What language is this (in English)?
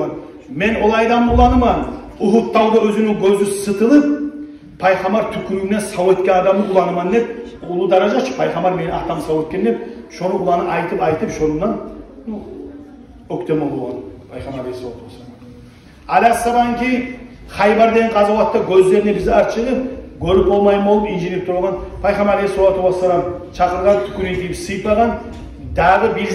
Kumyk